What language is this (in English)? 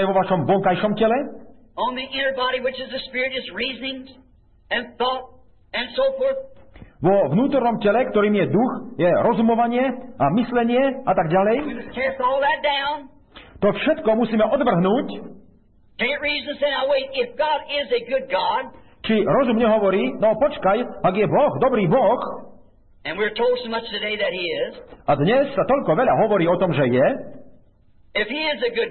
Slovak